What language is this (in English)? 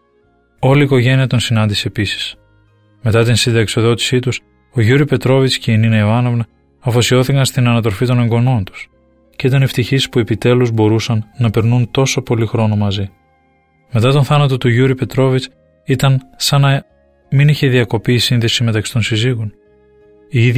Greek